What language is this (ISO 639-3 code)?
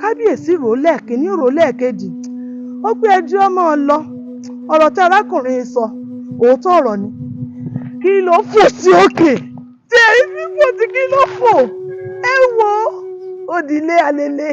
yor